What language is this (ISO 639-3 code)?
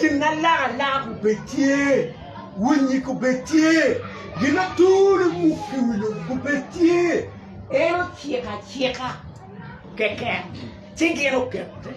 ach